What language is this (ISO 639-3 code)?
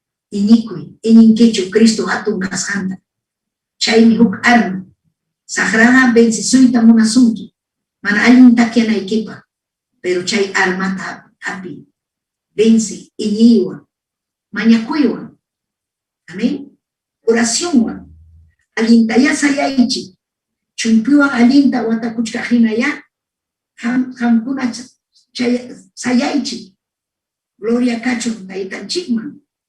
quy